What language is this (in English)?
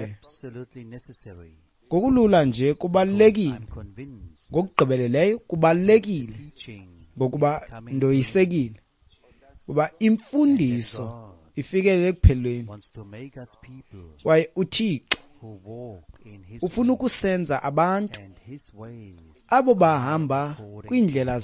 Xhosa